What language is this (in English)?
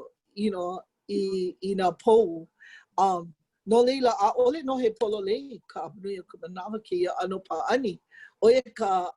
Hawaiian